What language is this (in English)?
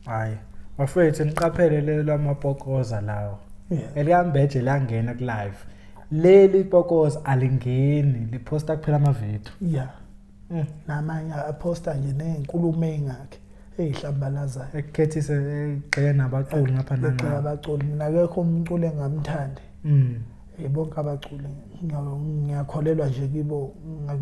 Zulu